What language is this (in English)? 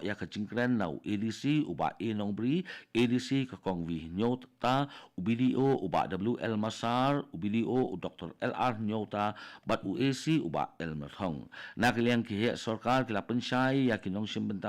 Khasi